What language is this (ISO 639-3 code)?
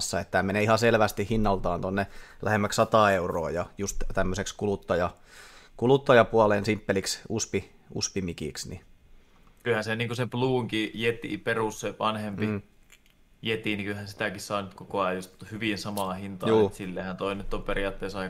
fin